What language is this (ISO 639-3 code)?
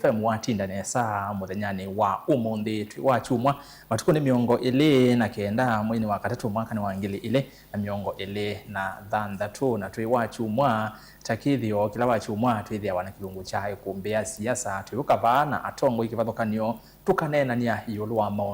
kam